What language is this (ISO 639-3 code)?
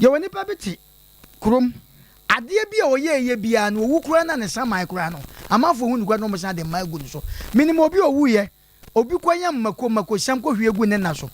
aka